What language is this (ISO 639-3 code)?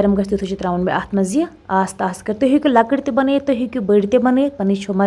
kas